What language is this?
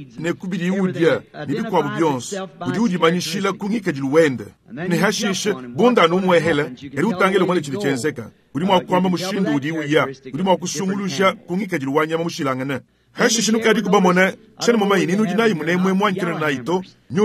Luba-Lulua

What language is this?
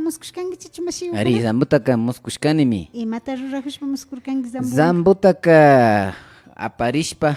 Imbabura Highland Quichua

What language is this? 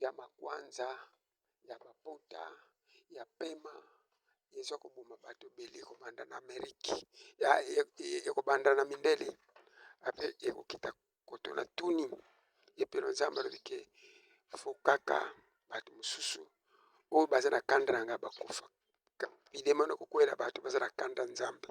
Lingala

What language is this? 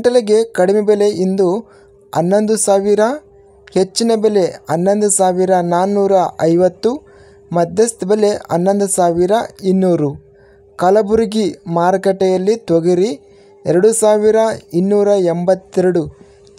Kannada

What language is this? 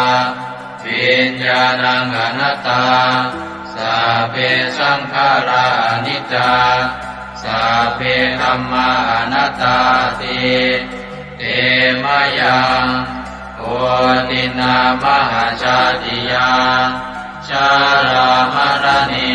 Pali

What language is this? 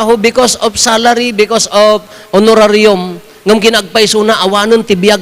Iloko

